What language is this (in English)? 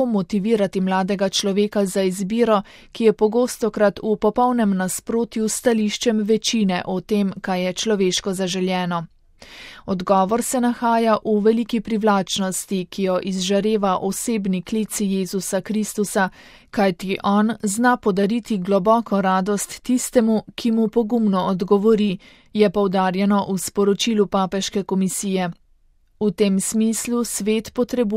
Slovenian